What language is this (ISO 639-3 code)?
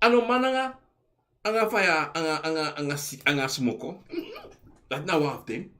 srn